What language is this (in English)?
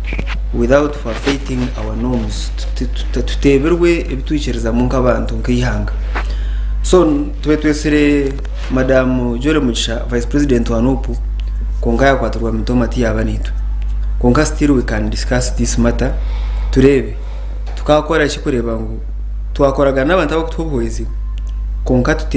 Nyankole